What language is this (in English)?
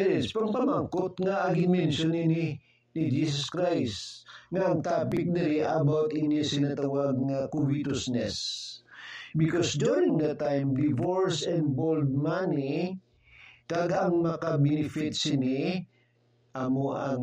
Hiligaynon